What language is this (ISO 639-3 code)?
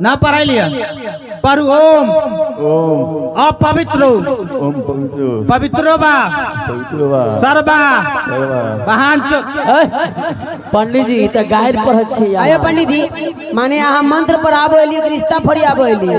mai